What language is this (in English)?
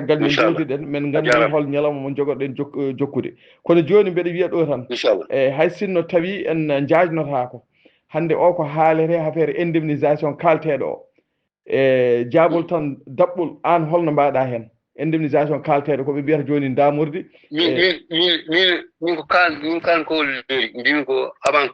Fula